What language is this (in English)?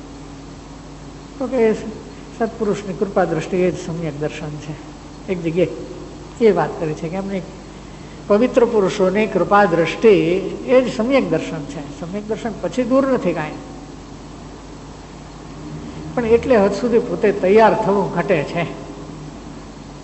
Gujarati